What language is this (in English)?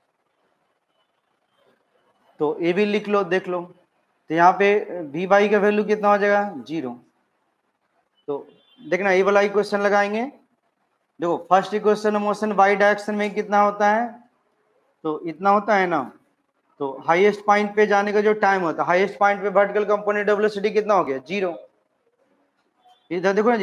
Hindi